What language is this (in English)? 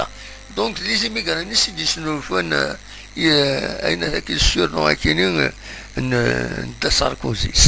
Kabyle